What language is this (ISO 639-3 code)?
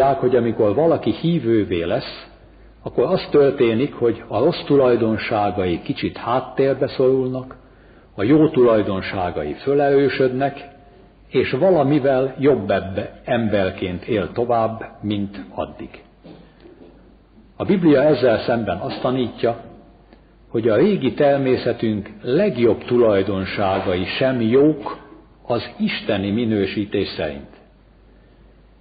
hun